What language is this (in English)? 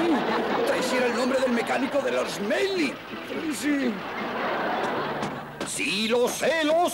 Spanish